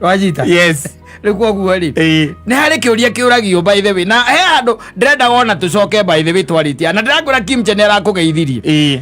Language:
Kikuyu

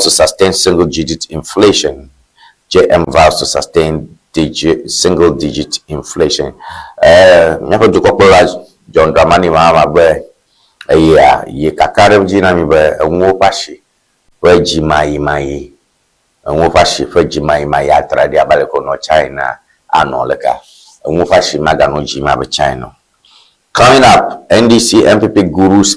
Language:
Ewe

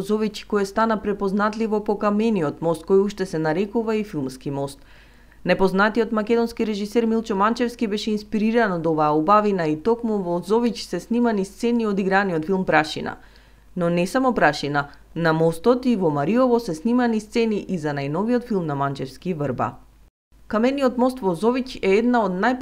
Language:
Macedonian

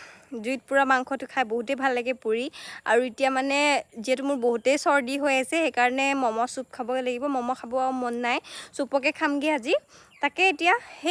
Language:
Assamese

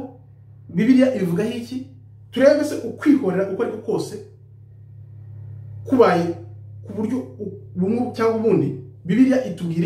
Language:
Kinyarwanda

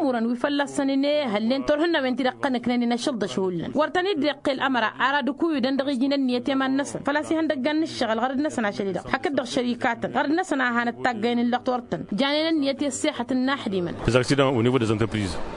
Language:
Tamasheq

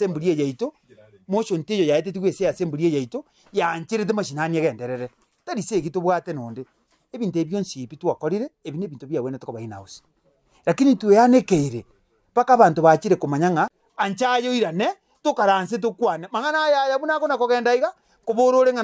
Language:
Gusii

